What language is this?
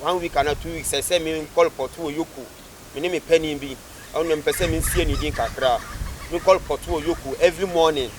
Akan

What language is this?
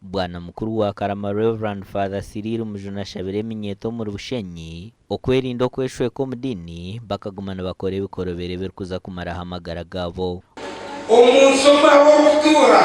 Nyankole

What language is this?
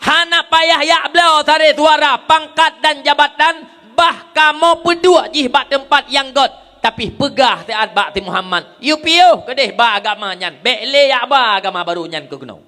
Achinese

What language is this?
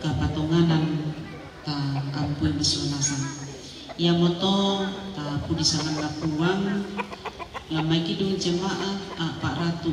Toraja-Sa'dan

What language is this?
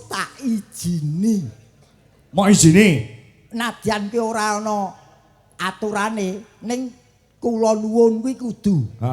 Javanese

